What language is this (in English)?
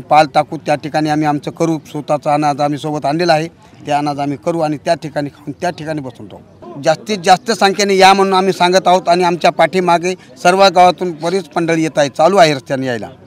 Marathi